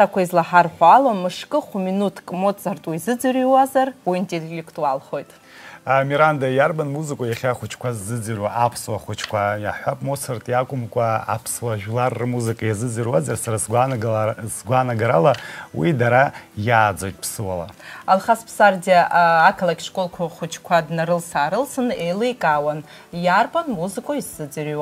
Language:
Abkhazian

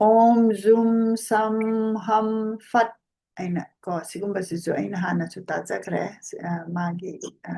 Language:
Manipuri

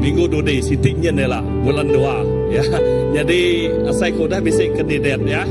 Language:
Iban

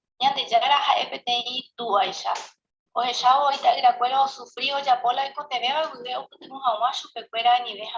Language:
Guarani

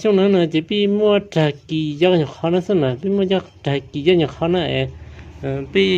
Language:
Hmong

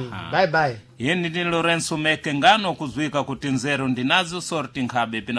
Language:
Sena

